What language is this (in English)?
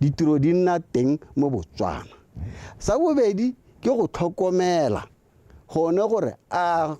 Tswana